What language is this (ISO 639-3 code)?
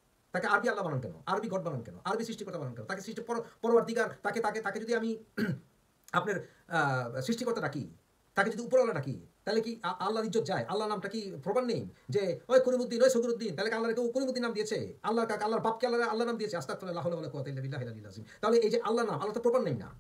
ben